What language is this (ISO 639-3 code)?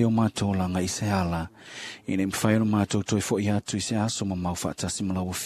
smo